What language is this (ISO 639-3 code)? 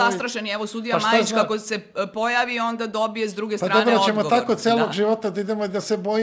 srp